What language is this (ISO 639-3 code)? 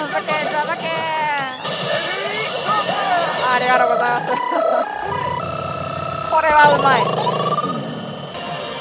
jpn